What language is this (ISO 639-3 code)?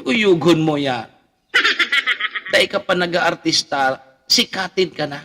bik